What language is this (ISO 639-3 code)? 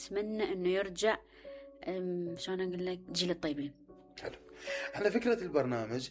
acm